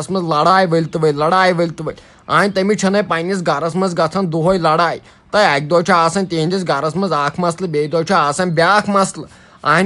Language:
Kashmiri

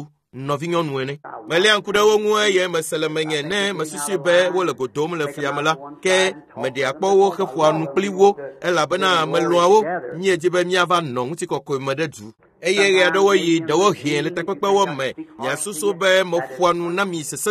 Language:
Ewe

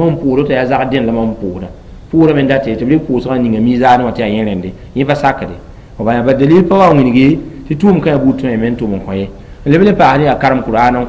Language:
Mossi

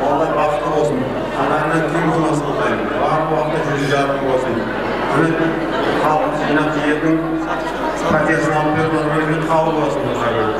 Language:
Kara-Kalpak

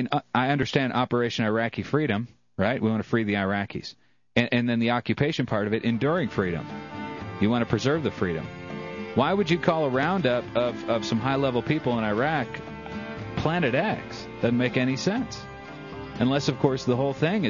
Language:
English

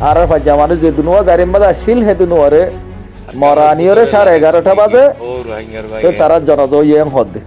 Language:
Rohingya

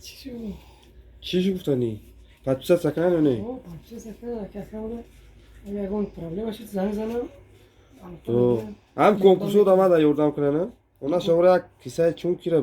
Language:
Tajik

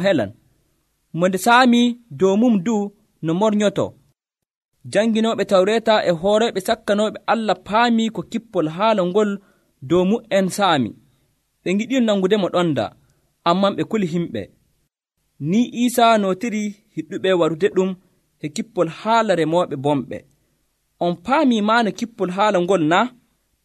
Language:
Nigerian Fulfulde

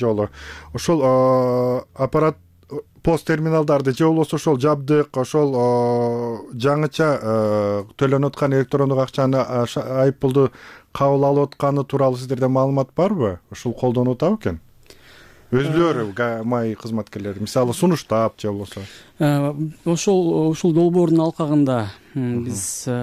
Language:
Kyrgyz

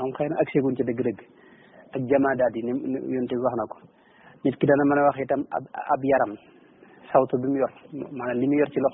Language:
Wolof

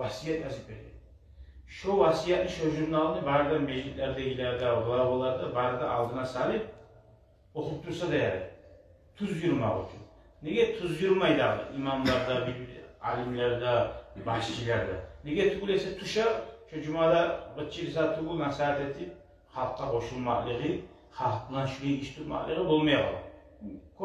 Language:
Kumyk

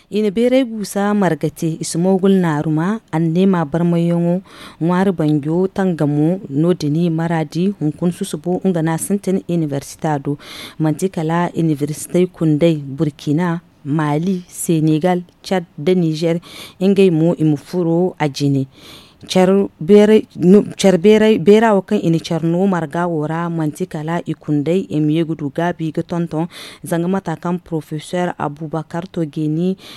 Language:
Zarma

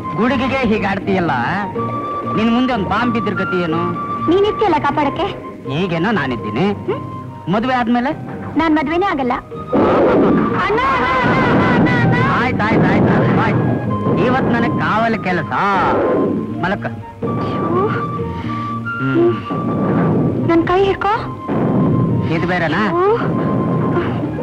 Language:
Kannada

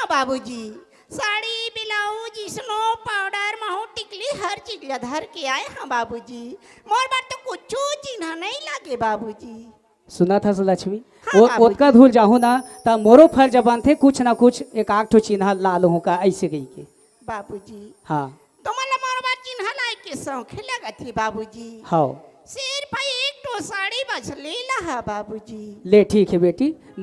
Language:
Chhattisgarhi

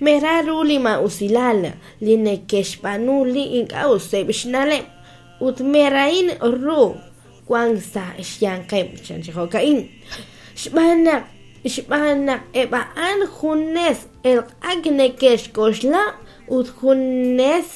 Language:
Kekchí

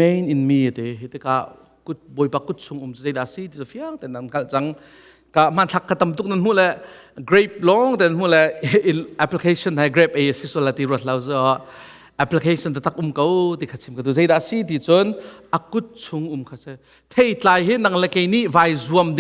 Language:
Hakha Chin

